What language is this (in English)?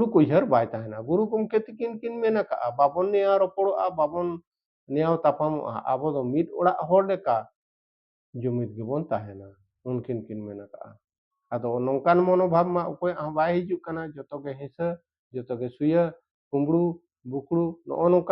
Santali